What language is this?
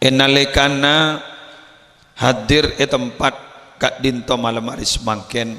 Madurese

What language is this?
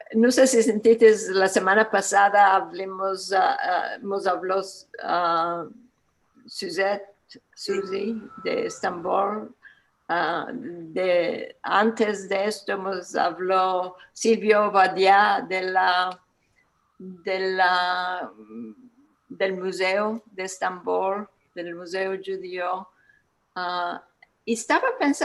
Ladino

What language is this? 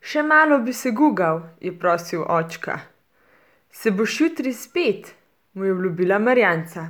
Slovenian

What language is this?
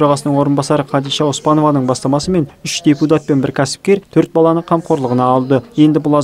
Kazakh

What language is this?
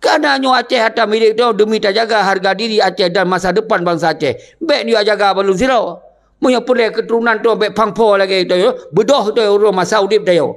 Achinese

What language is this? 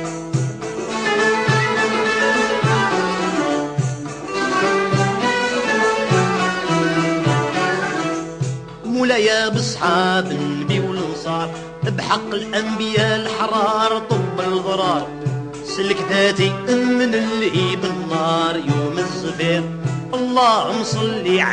Arabic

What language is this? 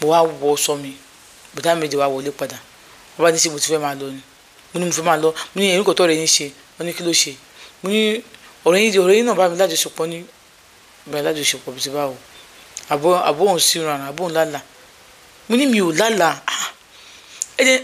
Yoruba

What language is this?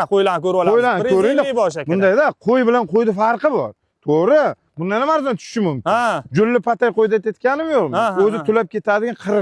Uzbek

